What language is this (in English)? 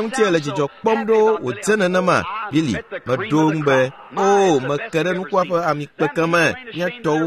Ewe